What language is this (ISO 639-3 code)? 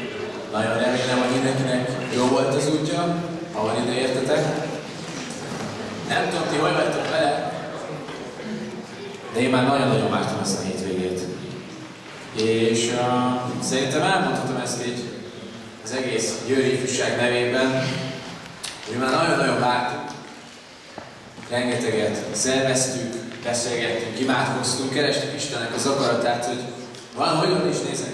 hun